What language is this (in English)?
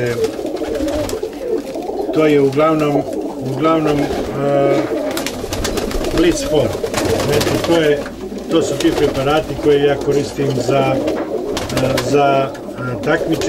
Serbian